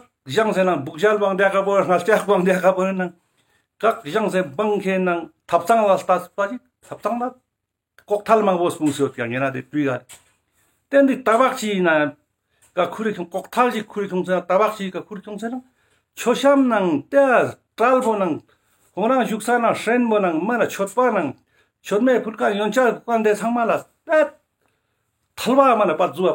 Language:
Ladakhi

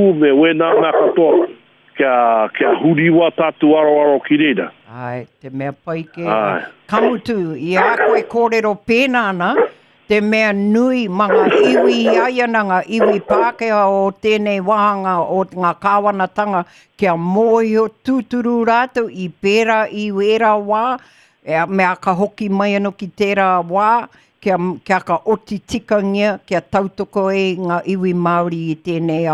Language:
Māori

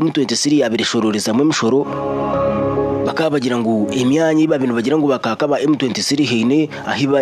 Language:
Kinyarwanda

